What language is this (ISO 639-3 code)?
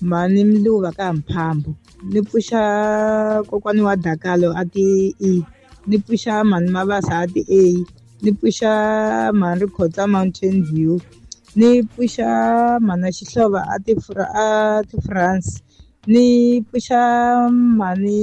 tso